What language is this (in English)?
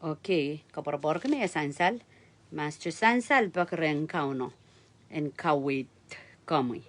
Pohnpeian